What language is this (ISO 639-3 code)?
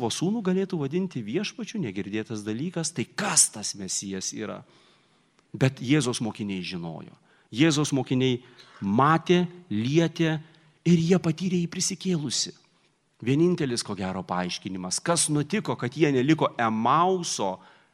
lit